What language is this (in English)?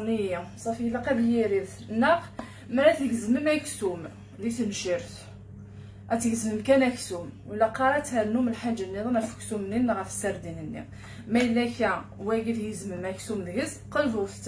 Kabyle